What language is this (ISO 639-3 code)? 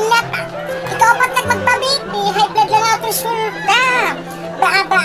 war